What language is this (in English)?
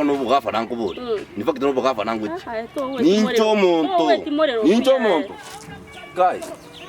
Gusii